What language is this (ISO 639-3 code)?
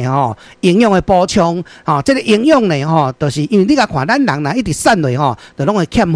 nan